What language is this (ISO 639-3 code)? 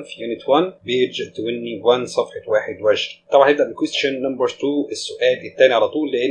arz